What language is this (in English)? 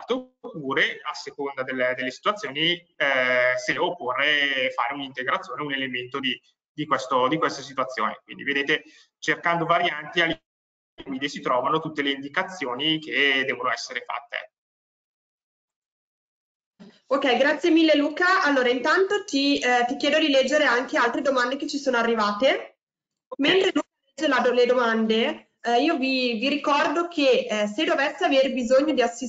Italian